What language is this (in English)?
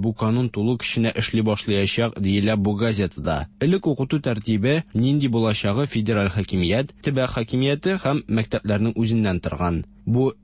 Tatar